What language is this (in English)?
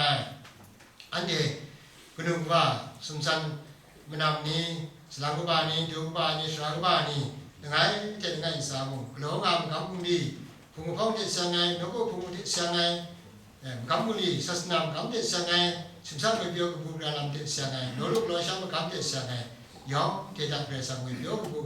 Kachin